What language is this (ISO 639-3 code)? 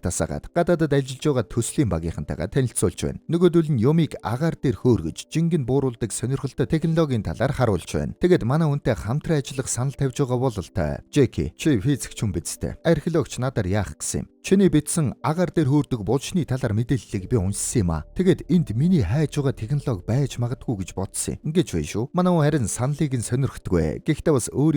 mon